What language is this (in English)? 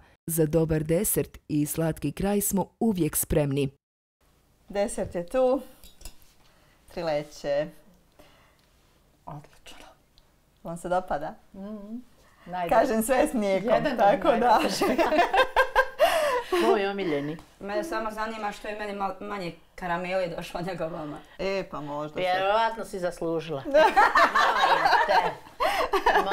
Bosnian